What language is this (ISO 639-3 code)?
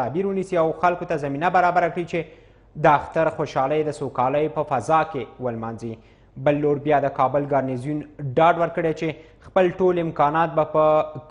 pus